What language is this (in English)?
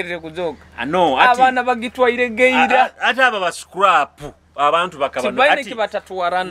Nyoro